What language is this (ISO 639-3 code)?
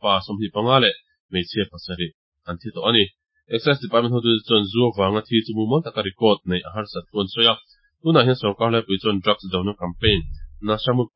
lus